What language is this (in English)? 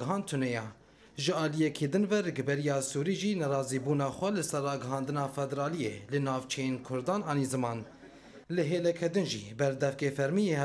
Kurdish